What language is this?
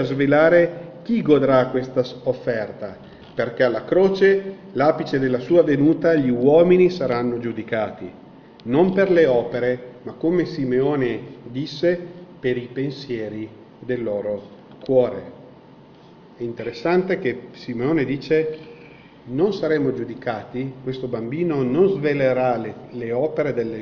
Italian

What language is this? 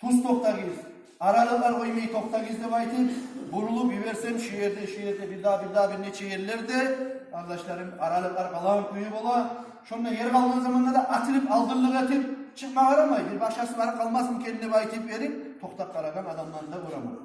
Kumyk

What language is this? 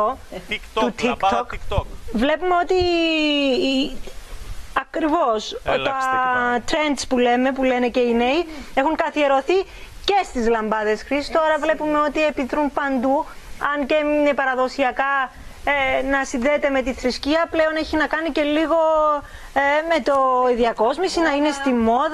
Greek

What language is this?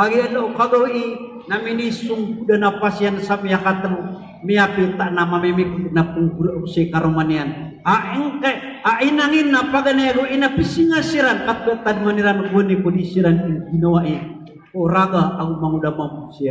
Maranao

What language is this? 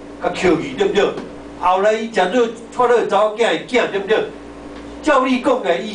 Min Nan Chinese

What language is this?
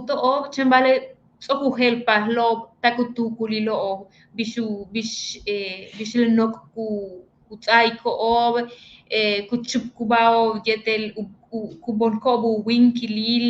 Yucateco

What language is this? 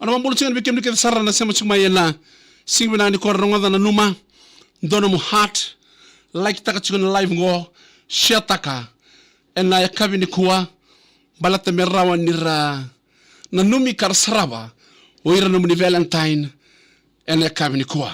Fijian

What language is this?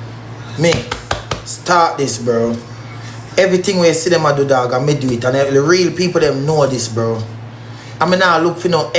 Jamaican Creole English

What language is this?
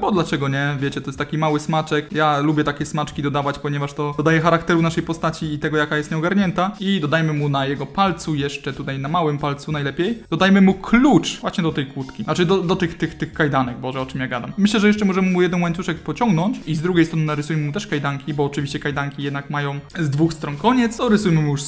Polish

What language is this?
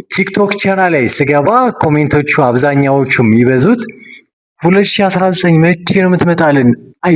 Amharic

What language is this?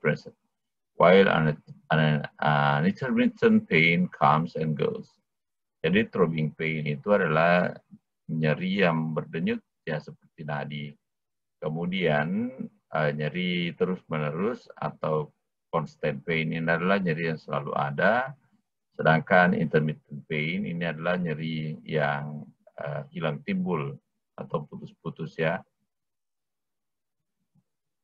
Indonesian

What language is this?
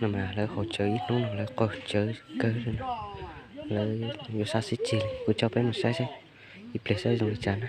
Hmong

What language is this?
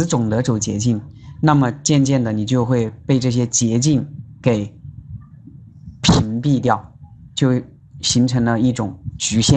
Chinese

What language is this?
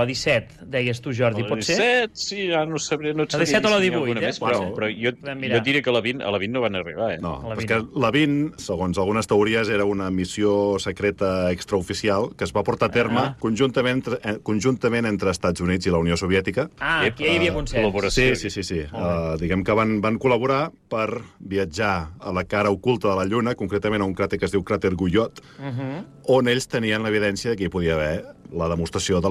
Catalan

